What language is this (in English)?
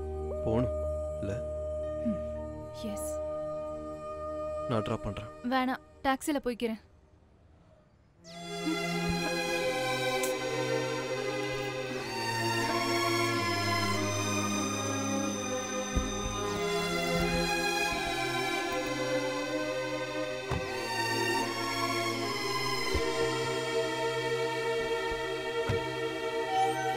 Tamil